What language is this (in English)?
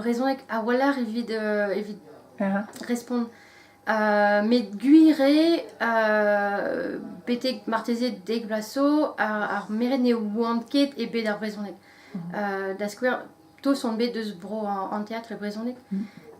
Breton